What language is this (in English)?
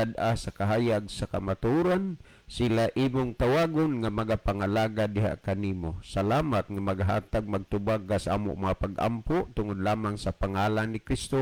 Cebuano